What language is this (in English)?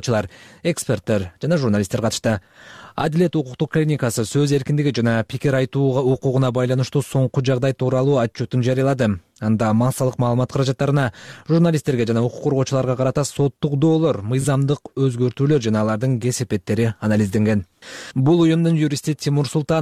Kyrgyz